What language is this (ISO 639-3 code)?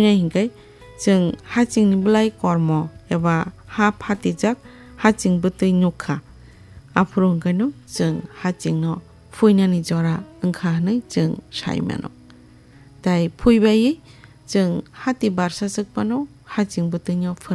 trp